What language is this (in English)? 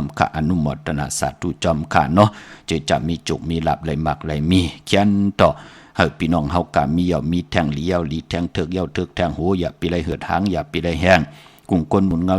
Shan